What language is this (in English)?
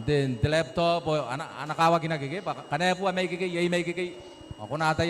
Gilbertese